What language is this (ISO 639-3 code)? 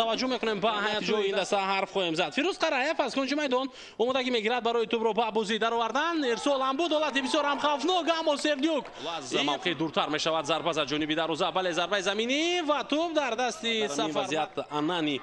tgk